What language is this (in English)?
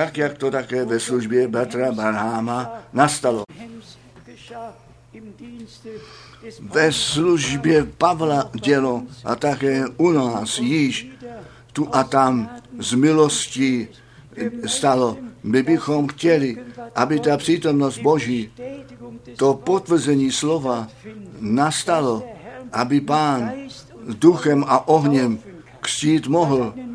Czech